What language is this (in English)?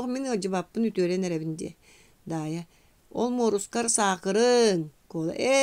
Yakut